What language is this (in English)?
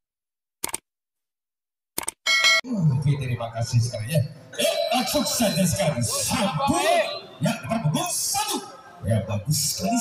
Indonesian